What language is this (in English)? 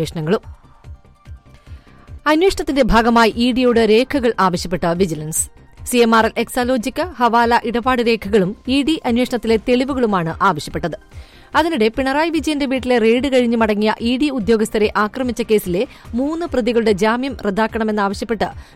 Malayalam